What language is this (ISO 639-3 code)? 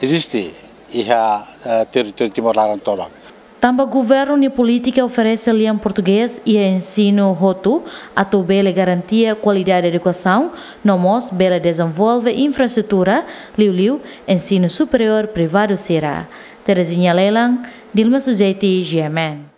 tet